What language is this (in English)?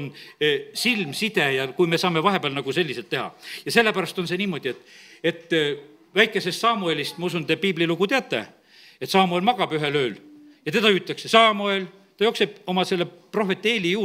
Estonian